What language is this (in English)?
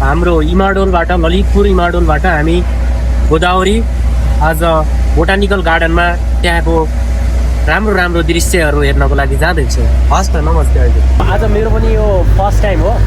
Nepali